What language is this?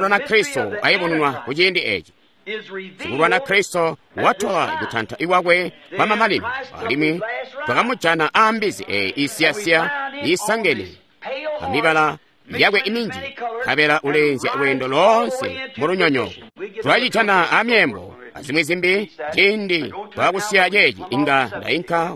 Tonga (Zambia)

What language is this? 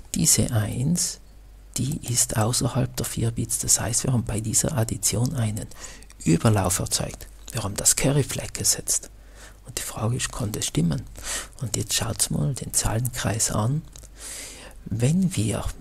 German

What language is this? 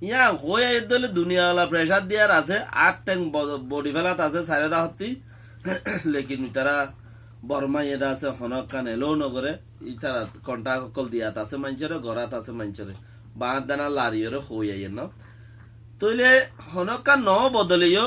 Rohingya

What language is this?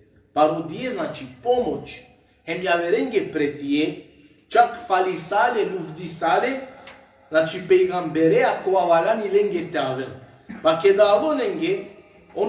Balkan Romani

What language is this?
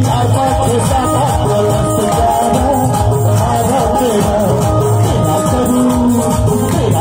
Maithili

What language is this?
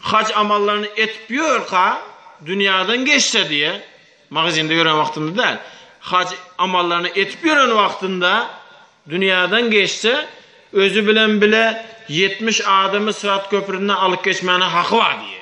Turkmen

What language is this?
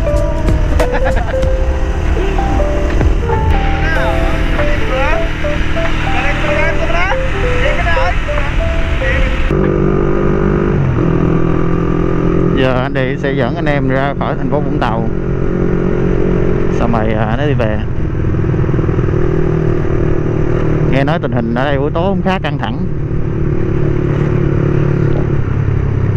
Vietnamese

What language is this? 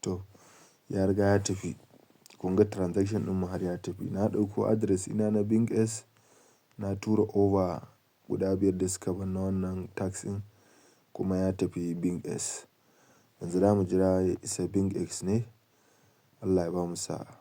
Hausa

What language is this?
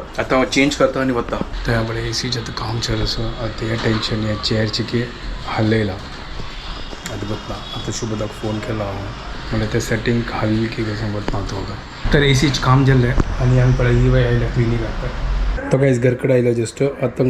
Konkani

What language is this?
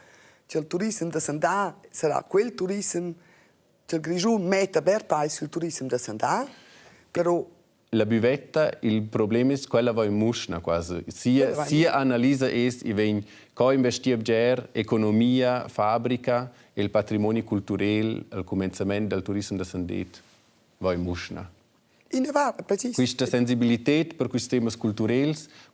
Romansh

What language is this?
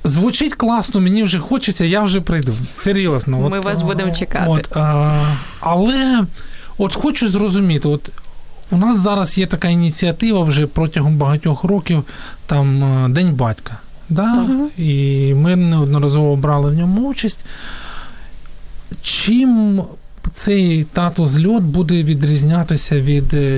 Ukrainian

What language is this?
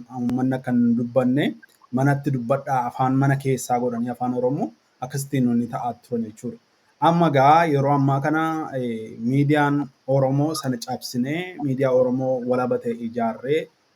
Oromo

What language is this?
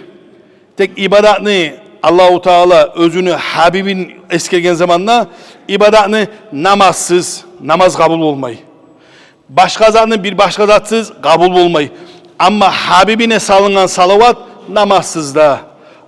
Kumyk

